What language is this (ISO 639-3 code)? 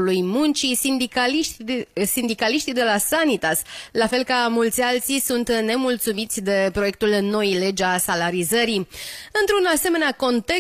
ron